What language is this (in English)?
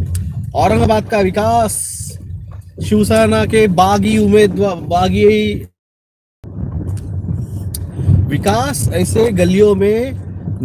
Hindi